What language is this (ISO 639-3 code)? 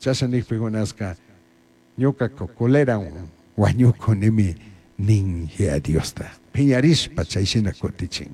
qug